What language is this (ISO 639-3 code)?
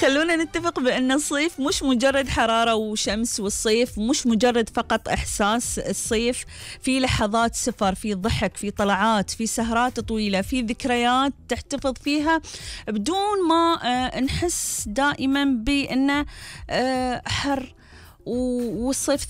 afb